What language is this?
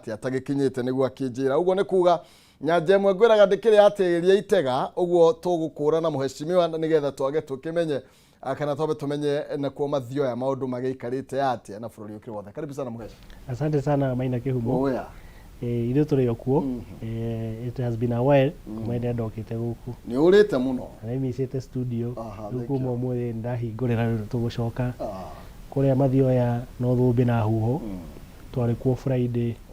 Kikuyu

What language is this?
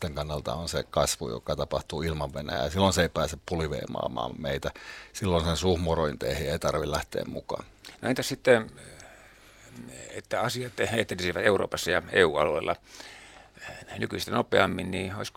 Finnish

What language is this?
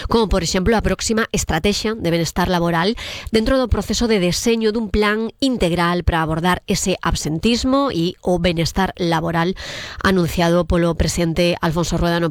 Galician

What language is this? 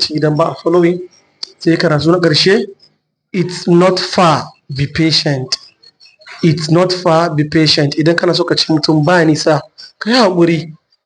Hausa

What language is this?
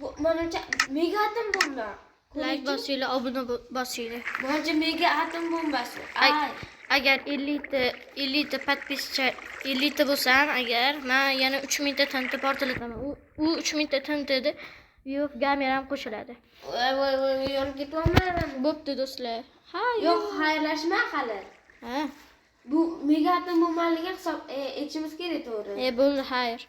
Uzbek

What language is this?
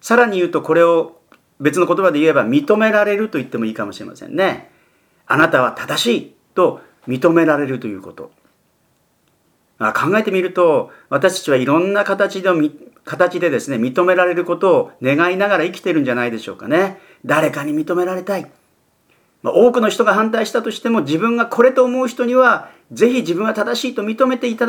Japanese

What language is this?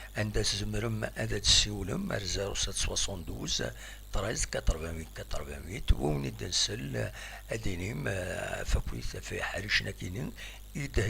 Kabyle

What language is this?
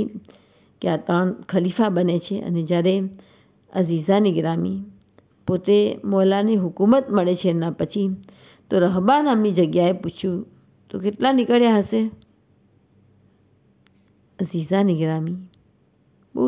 Gujarati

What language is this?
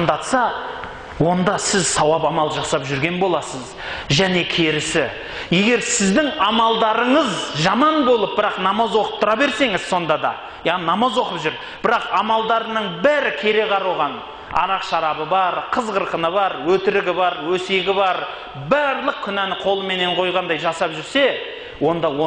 Kazakh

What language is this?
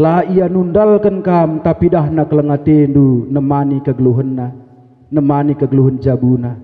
Batak Karo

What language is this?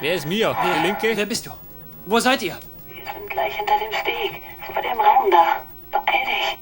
Bavarian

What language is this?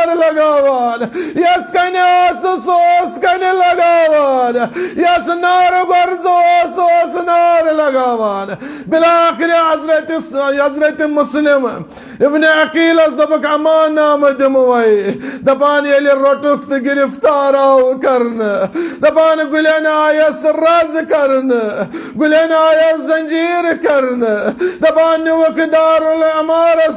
Kashmiri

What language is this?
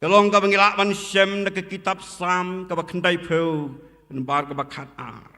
Khasi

